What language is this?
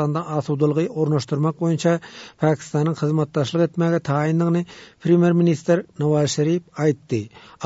Turkmen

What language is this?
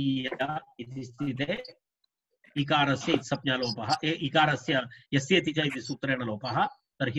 Sanskrit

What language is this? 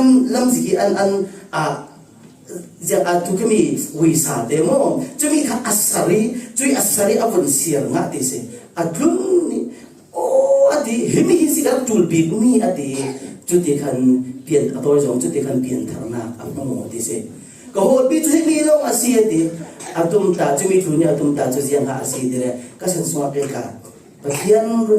Falam Chin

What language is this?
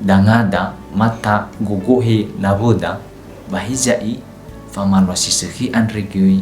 Nias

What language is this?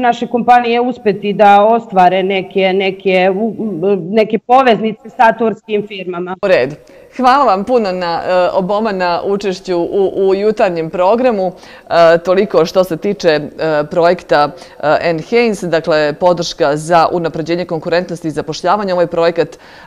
Bosnian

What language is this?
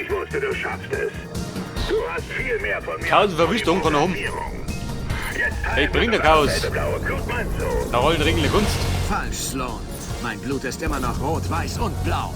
Bavarian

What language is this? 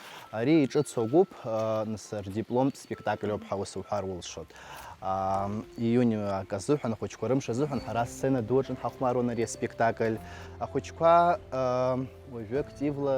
Abkhazian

